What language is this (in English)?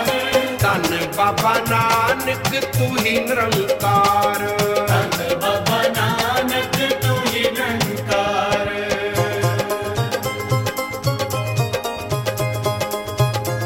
Punjabi